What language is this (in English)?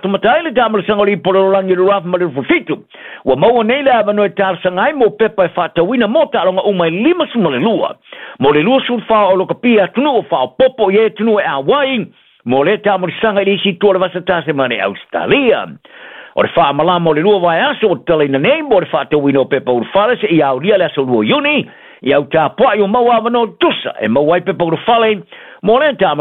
Samoan